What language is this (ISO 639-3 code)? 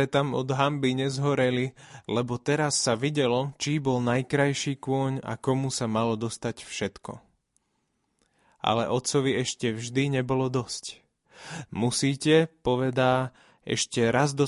slk